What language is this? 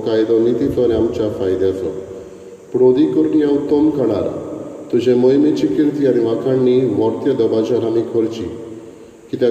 Konkani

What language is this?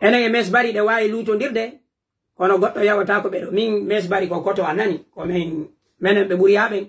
Pular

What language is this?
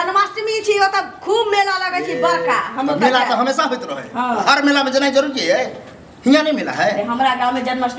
Maithili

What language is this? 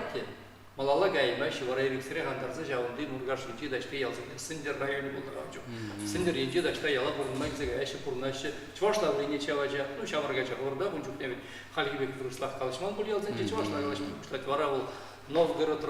Chuvash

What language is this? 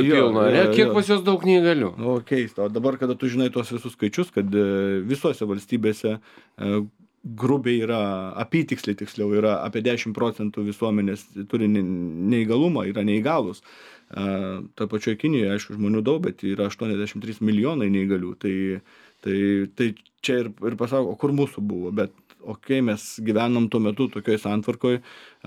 Lithuanian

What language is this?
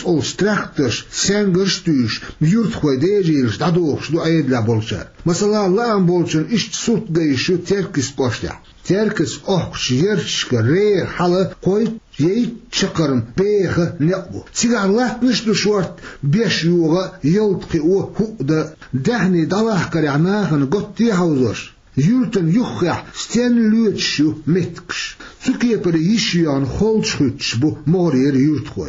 Chechen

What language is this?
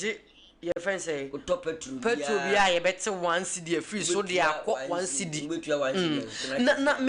Akan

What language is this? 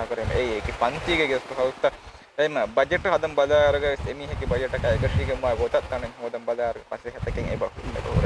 Divehi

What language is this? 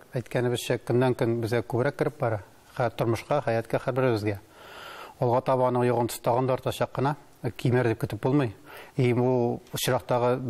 Tatar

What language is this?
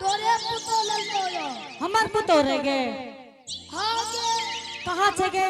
Angika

